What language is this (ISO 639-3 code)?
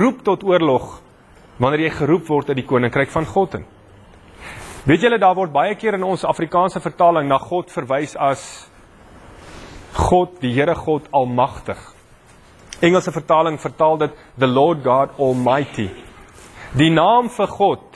afr